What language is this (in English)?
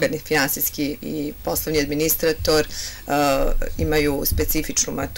Serbian